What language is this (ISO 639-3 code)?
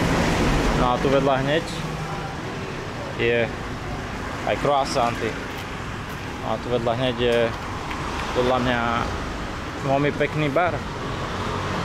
slk